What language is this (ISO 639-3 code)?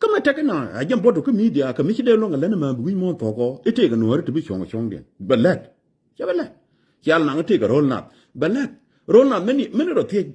nus